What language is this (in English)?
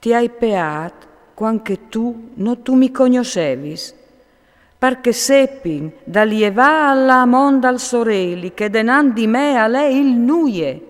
Friulian